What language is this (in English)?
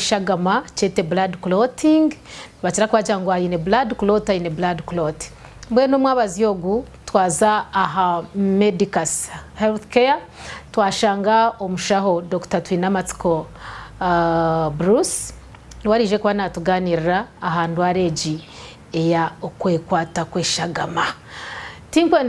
Nyankole